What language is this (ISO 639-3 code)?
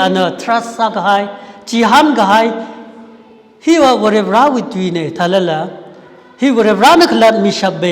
nmf